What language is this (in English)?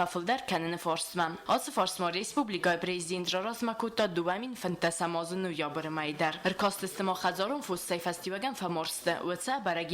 Ossetic